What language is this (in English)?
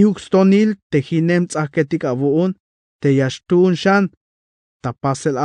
Tzeltal